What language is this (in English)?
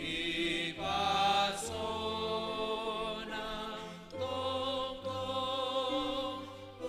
Batak Simalungun